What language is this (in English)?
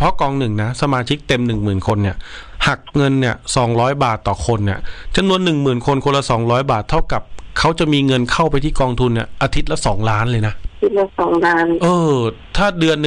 Thai